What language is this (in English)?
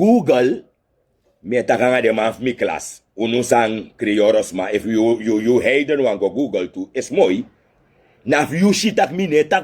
Sranan Tongo